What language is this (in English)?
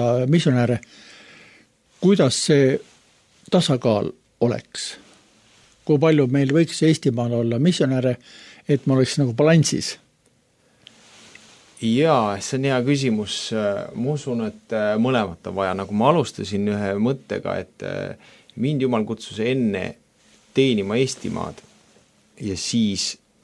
Estonian